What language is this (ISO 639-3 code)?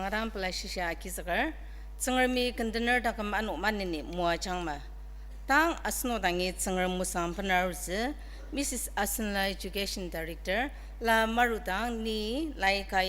njo